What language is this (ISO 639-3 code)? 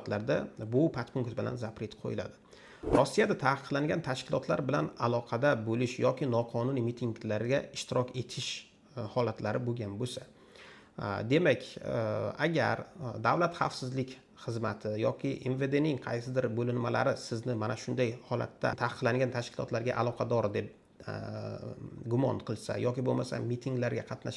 uzb